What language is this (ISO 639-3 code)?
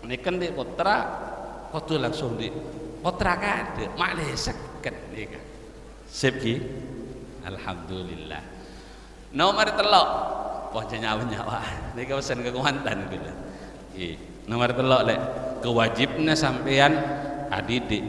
mad